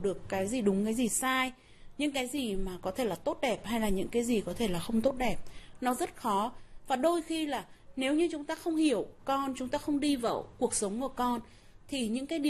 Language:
Vietnamese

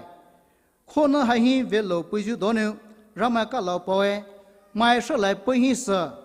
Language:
Poumei Naga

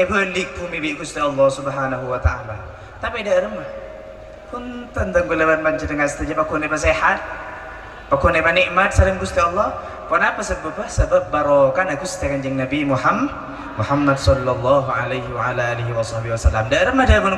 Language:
Madurese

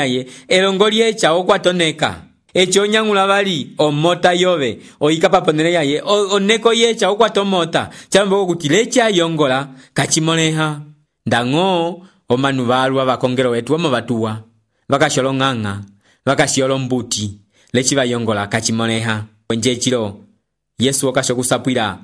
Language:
Umbundu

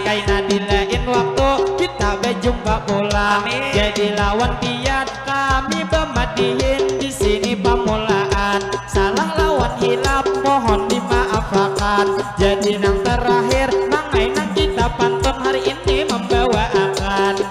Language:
Banjar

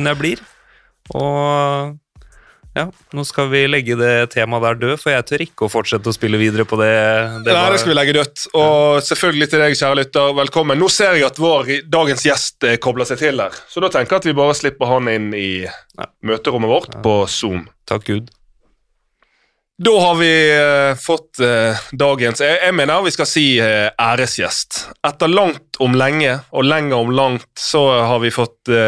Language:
Norwegian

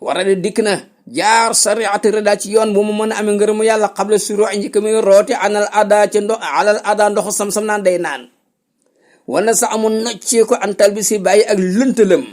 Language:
Wolof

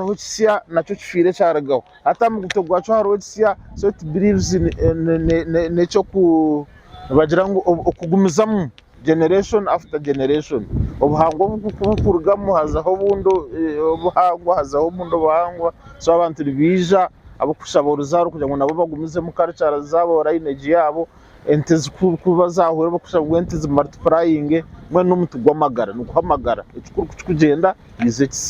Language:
Nyankole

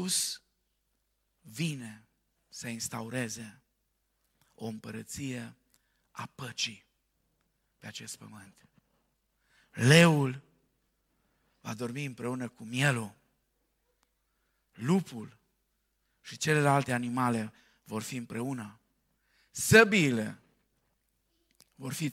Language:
Romanian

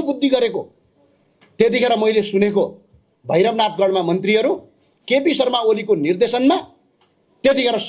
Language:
Nepali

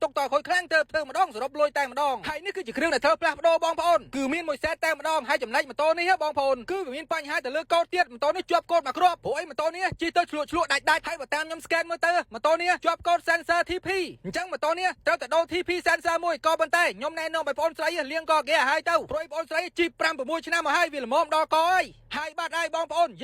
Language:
Khmer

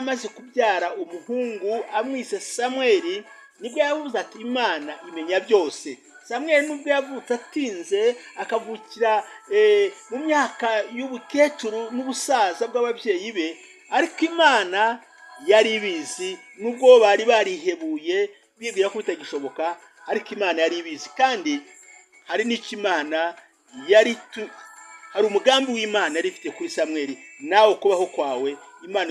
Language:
Kinyarwanda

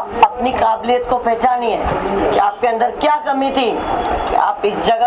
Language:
Hindi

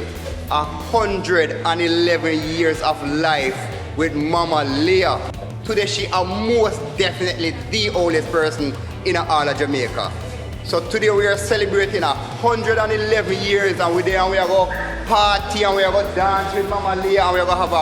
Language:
Jamaican Creole English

